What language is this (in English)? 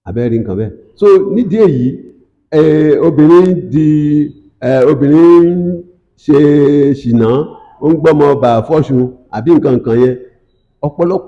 Yoruba